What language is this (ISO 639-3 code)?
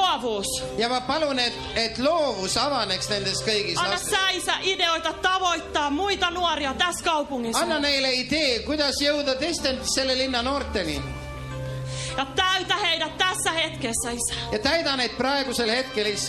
est